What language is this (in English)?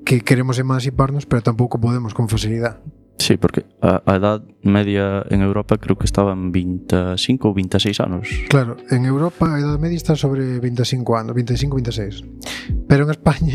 Galician